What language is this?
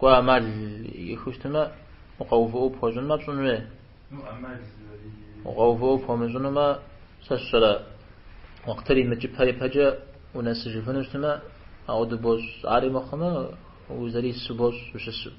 Kabardian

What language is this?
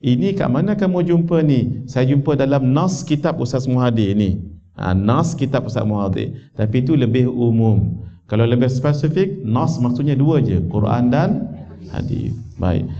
Malay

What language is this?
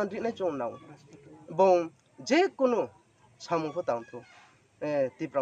Riang (India)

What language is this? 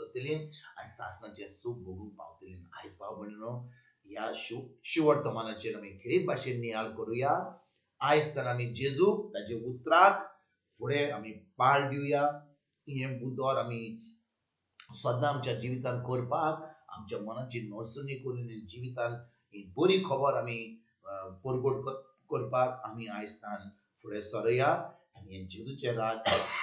Konkani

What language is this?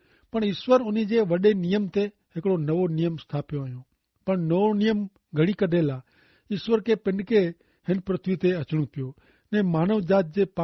Kachhi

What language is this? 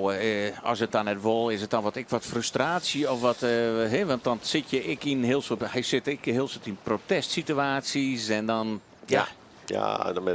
Western Frisian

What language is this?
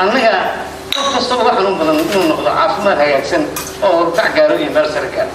Somali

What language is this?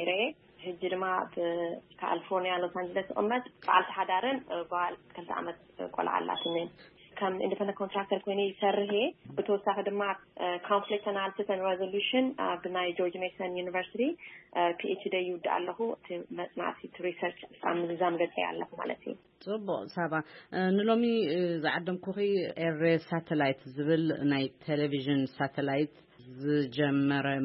Tigrinya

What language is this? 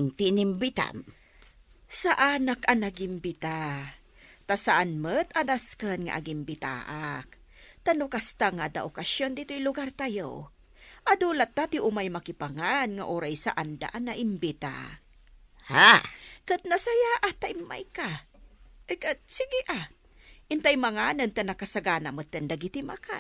Iloko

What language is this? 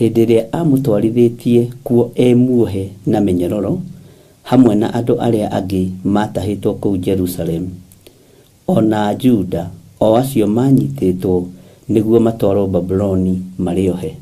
Kikuyu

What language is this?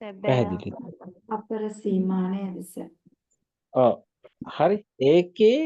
Sinhala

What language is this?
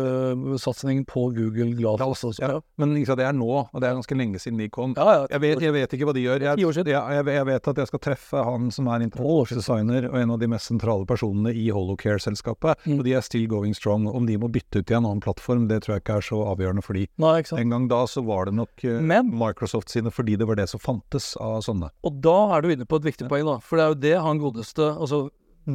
Norwegian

